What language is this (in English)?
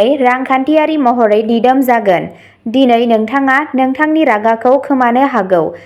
Bodo